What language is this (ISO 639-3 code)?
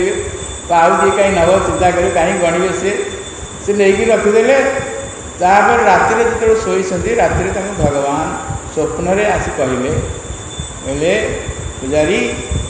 ori